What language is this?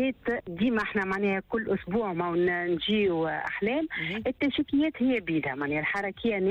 Tunisian Arabic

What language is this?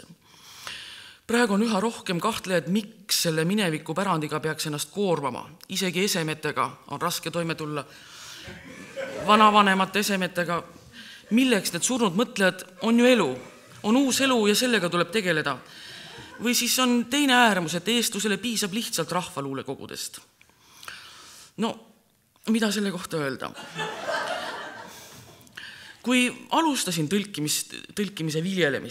Estonian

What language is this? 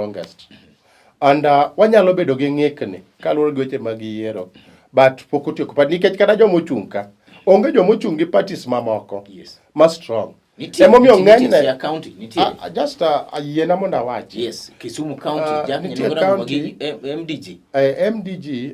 Luo (Kenya and Tanzania)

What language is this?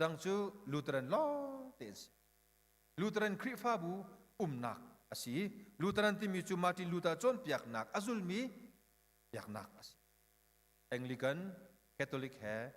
Hakha Chin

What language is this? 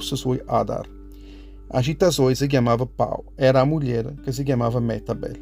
Neapolitan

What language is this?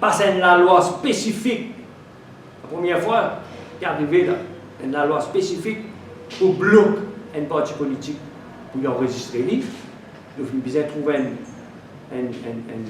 Morisyen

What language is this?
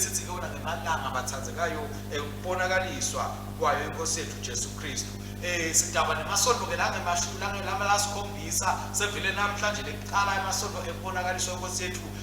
Swati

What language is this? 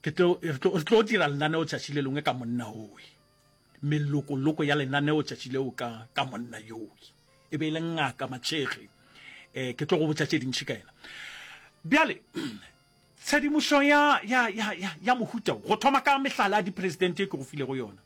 Northern Sotho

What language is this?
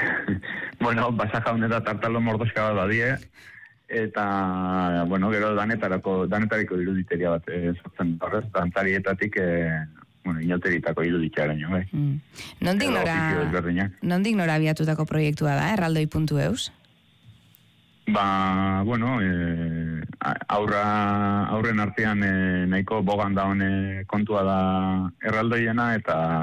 Basque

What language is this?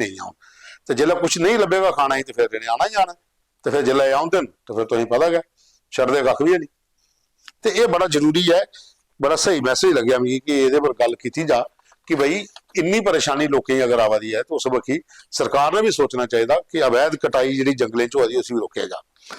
Dogri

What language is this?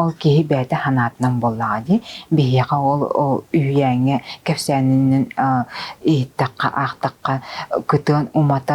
Yakut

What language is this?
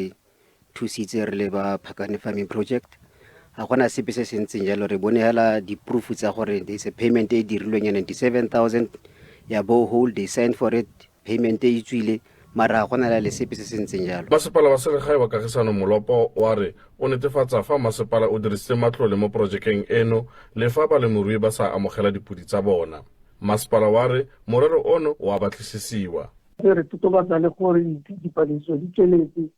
Tswana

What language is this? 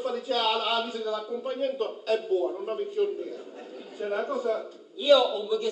Sicilian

